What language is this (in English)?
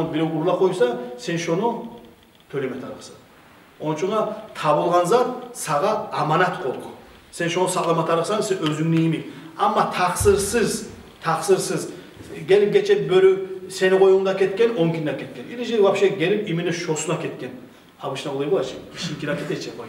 Kumyk